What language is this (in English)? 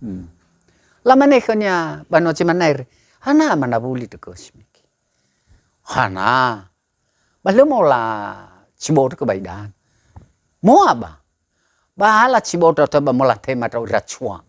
Nias